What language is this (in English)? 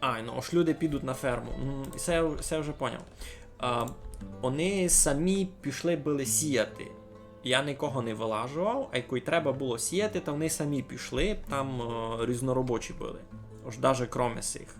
Rusyn